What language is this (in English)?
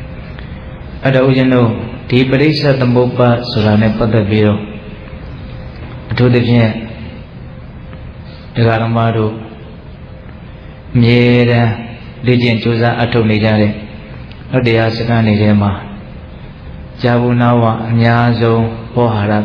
Burmese